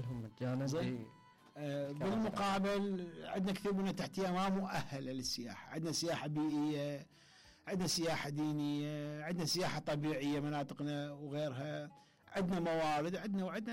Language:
Mesopotamian Arabic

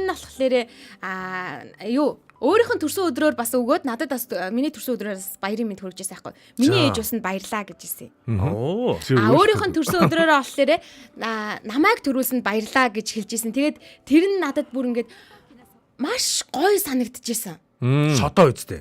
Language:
Mongolian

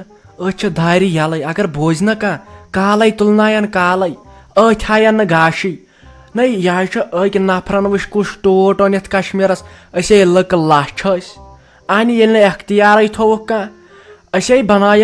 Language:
Kashmiri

